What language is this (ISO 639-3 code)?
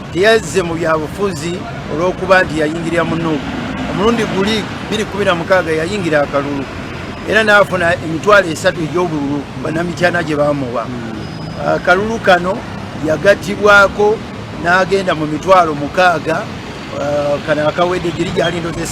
lug